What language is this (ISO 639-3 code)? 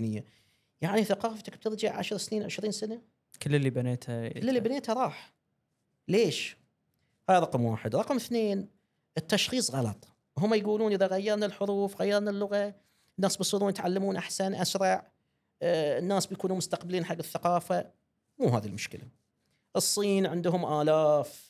afb